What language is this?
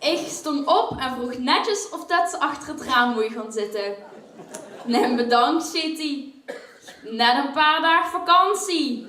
Limburgish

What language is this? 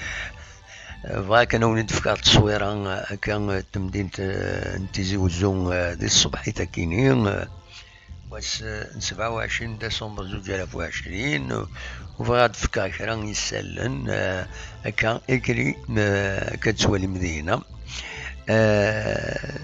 Kabyle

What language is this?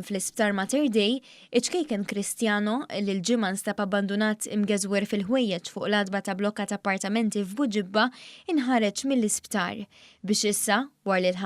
Maltese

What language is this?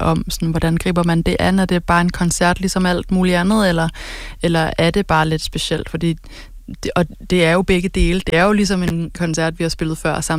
Danish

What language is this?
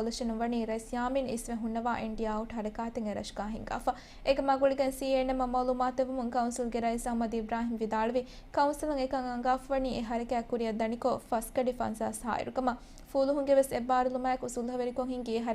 Divehi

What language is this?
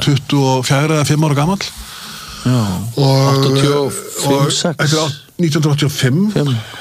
Icelandic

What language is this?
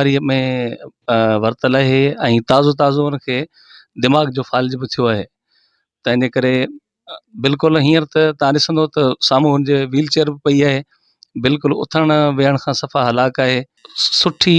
Sindhi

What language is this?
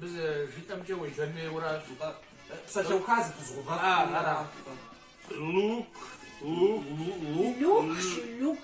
Kabardian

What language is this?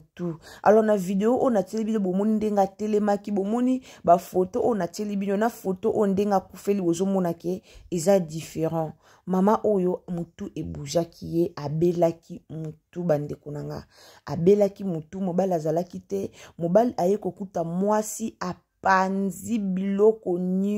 Lingala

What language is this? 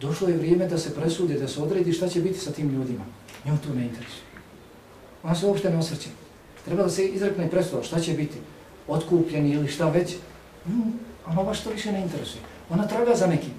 Bosnian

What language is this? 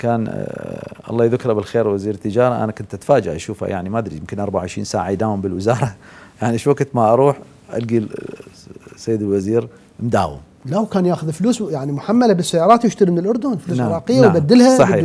Mesopotamian Arabic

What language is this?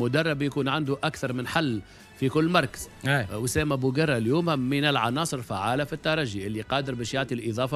Tunisian Arabic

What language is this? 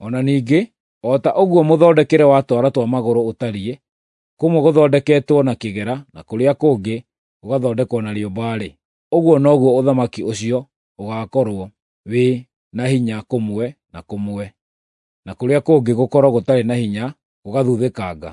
Kikuyu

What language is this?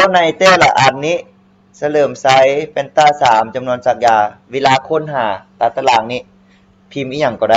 Lao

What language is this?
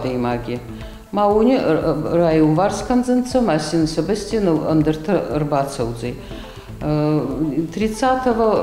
Ossetic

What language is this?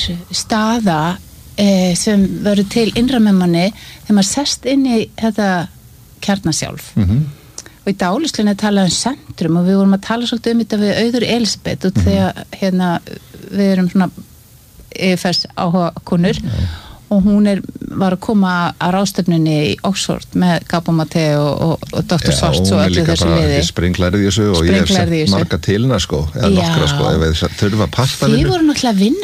Icelandic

